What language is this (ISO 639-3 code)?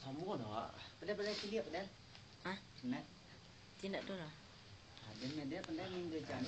min